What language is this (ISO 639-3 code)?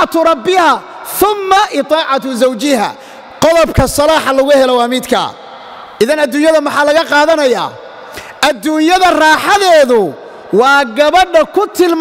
som